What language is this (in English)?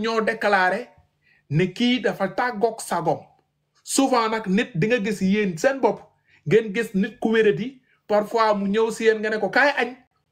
Wolof